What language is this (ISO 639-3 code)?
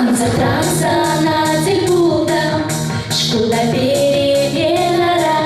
chv